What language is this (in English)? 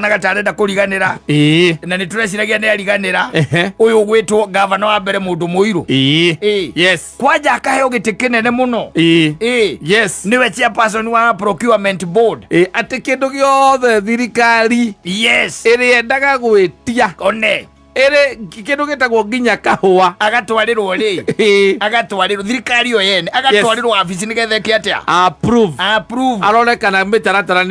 Kikuyu